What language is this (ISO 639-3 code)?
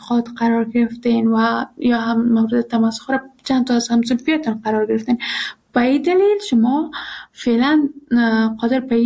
fas